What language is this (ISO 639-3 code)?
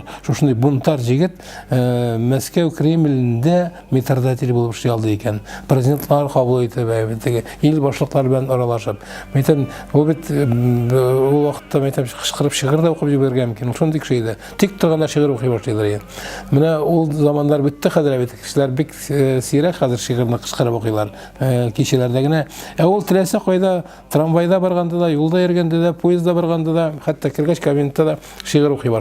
tat